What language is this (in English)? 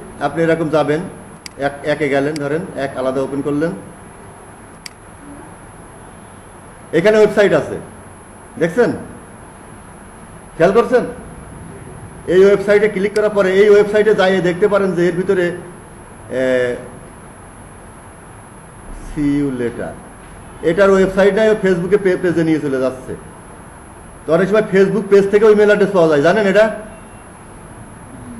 Bangla